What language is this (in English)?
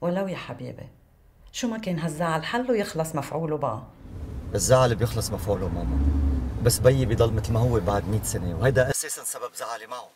North Levantine Arabic